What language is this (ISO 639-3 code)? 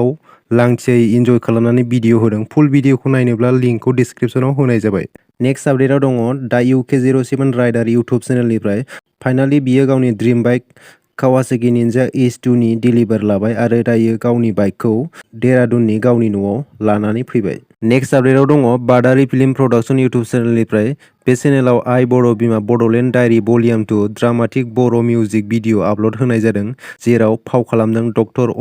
brx